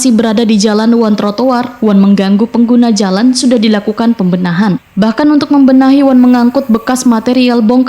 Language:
Banjar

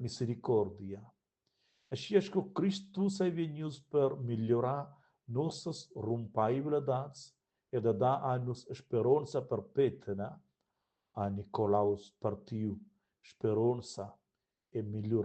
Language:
Romansh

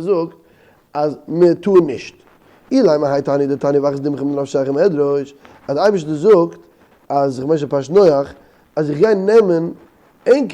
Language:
Yiddish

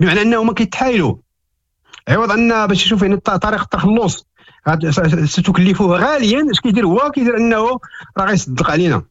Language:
Moroccan Arabic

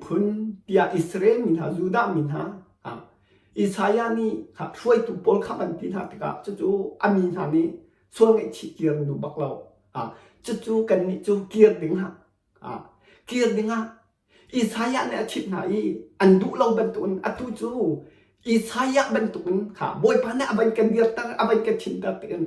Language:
Hakha Chin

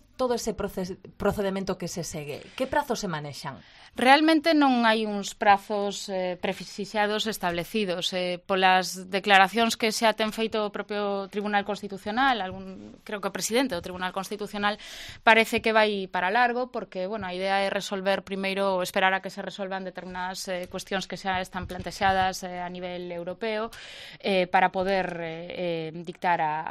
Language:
Galician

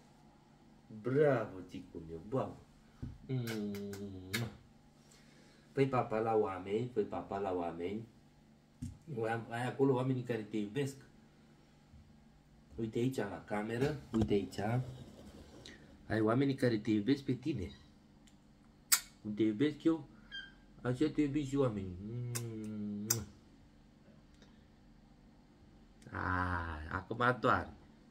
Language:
Romanian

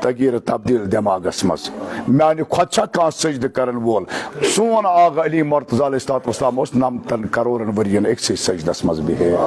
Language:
Kashmiri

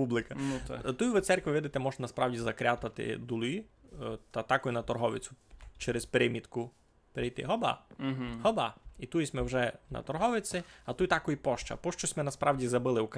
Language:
Rusyn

